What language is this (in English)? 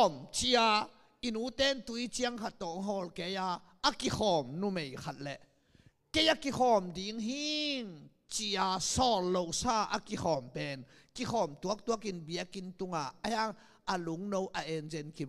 Tedim Chin